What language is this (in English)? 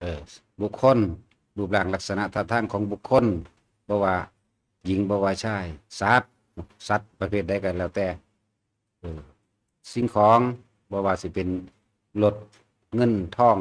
Northeastern Thai